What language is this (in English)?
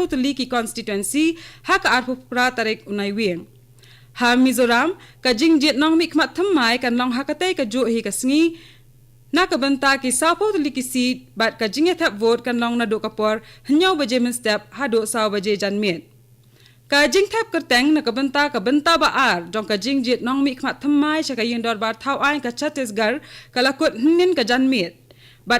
Khasi